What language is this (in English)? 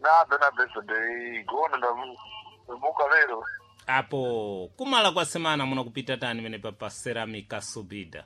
Sena